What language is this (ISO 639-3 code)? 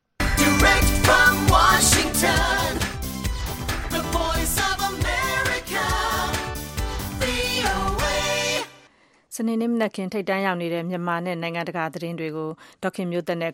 mya